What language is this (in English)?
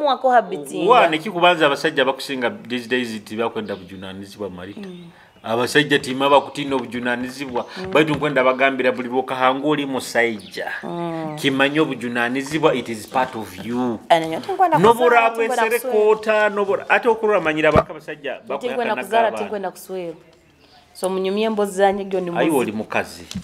Nyoro